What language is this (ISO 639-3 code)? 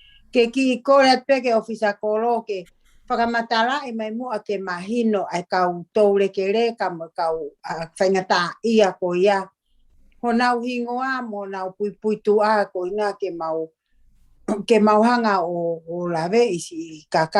ton